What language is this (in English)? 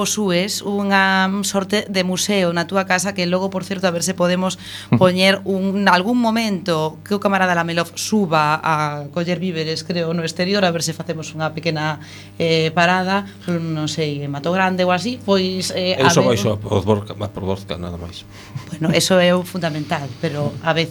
Galician